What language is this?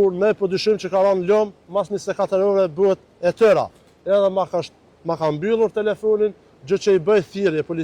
Albanian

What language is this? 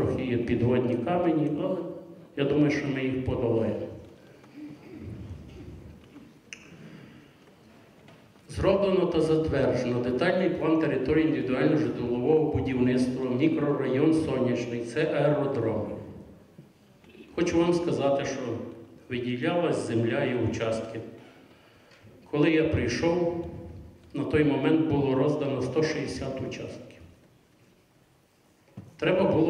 Ukrainian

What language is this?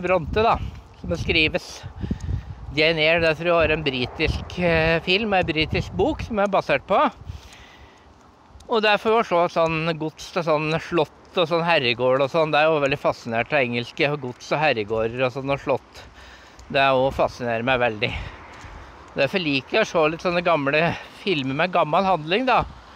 Norwegian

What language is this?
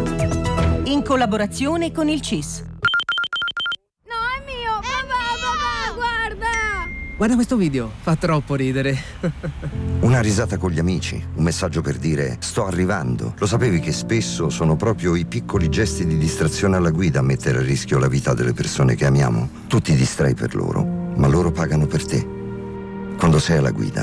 Italian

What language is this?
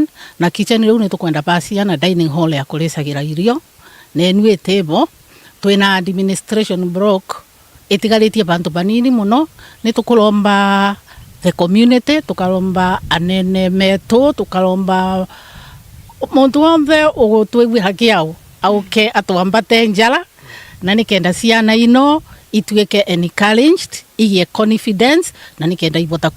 Meru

